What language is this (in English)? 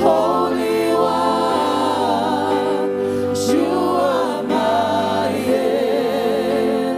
Tongan